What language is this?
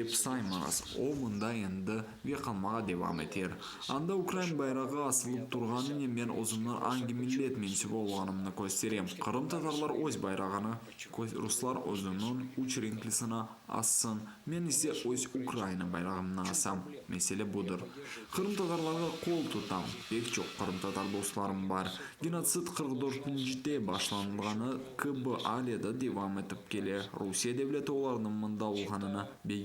Crimean Tatar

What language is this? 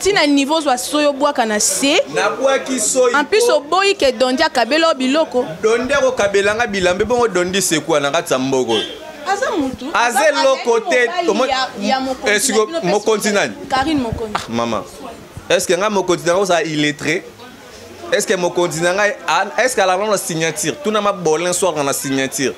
Lingala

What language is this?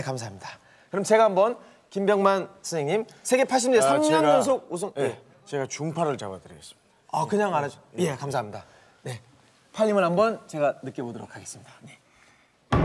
Korean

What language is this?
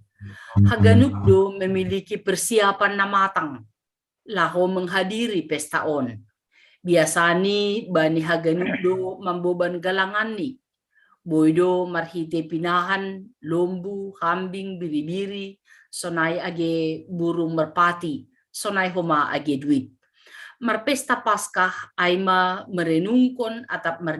Batak Simalungun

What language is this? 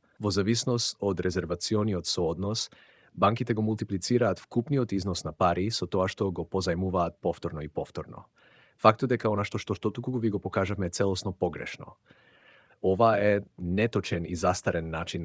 Macedonian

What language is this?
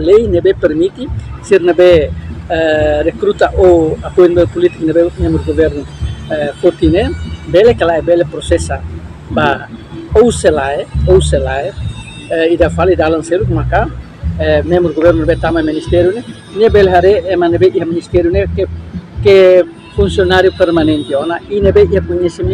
Tetum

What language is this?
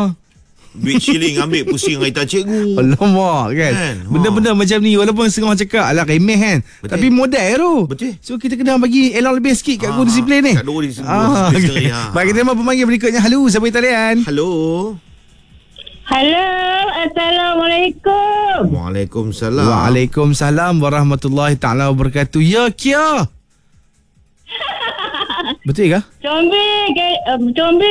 Malay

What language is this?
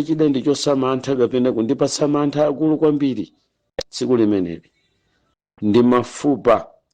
Nyanja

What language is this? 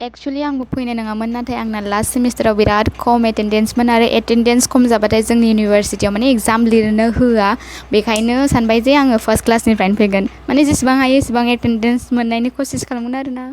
Bodo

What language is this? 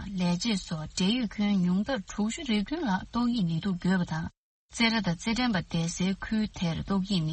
Tibetan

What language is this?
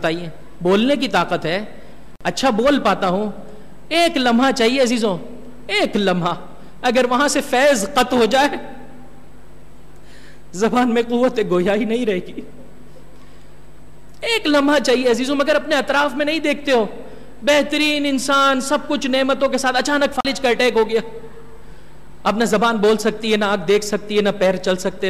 Urdu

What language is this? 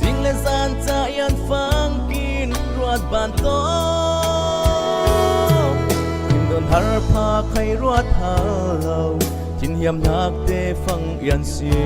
Falam Chin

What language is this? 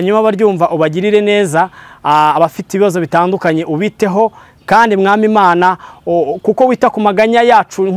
Kinyarwanda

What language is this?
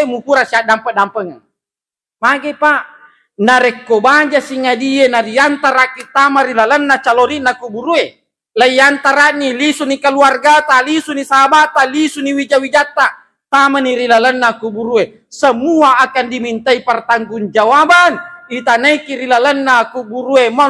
Buginese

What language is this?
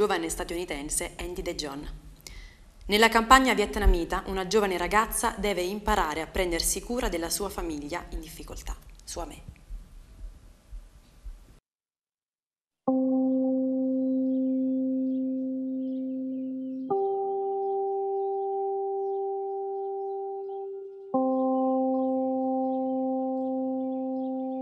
Italian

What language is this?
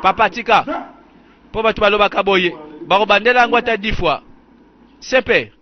Lingala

